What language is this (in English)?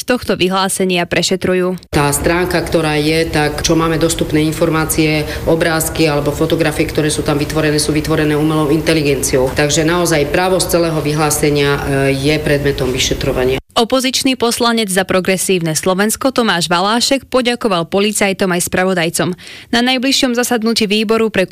Slovak